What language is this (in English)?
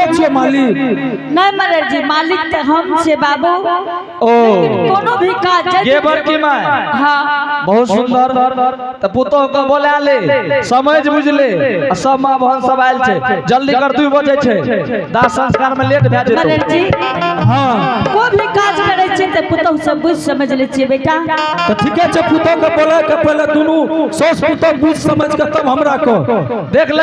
Angika